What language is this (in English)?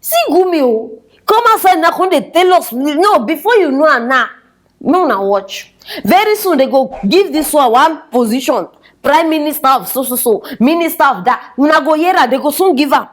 Nigerian Pidgin